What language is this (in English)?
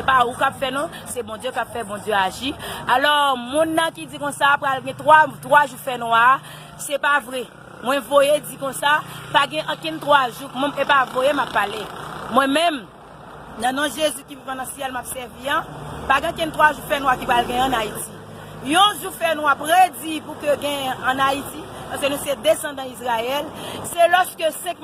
Haitian Creole